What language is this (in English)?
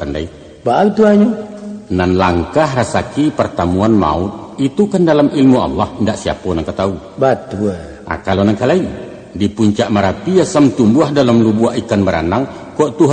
Minangkabau